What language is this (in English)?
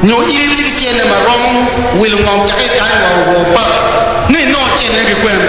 Acoli